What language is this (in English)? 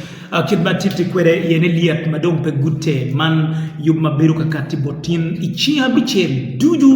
Acoli